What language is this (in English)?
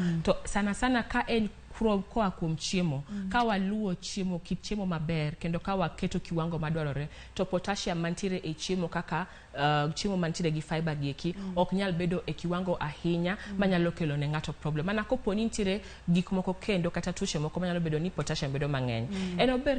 Luo (Kenya and Tanzania)